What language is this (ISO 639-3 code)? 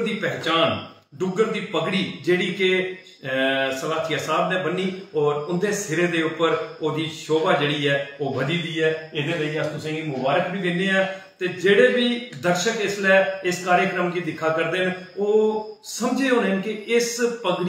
doi